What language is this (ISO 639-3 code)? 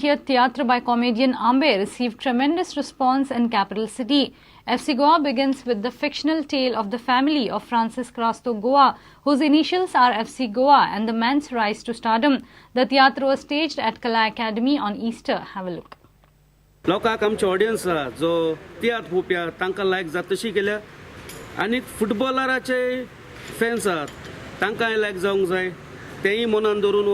kok